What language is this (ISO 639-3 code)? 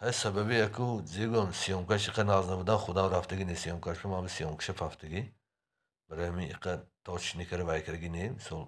tgk